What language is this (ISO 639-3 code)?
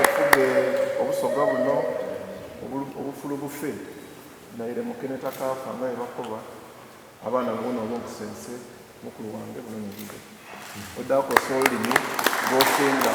xog